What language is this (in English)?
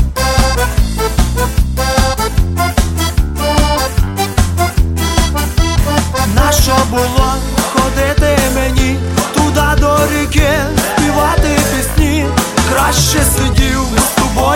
Ukrainian